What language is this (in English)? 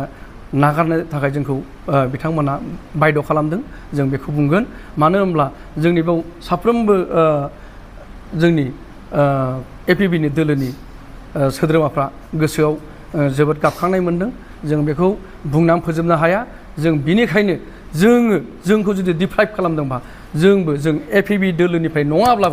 Bodo